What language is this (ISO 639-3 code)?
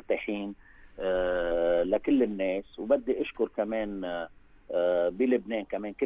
apc